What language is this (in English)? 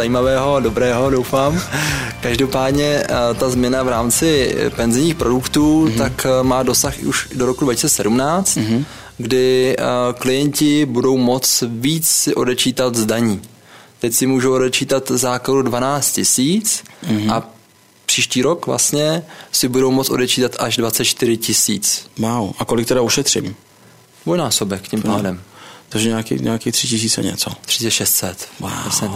Czech